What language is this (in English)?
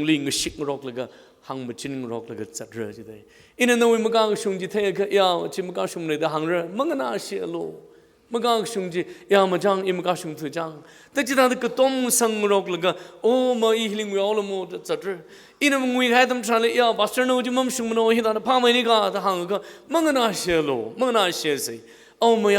Tangkhul Naga (India)